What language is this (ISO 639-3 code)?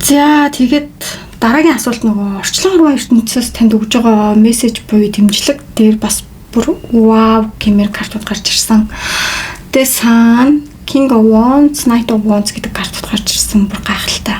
mon